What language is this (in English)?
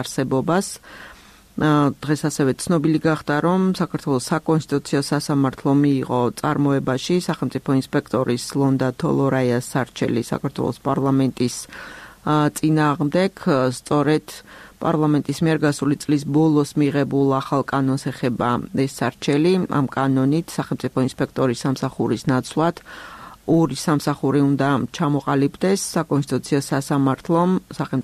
Georgian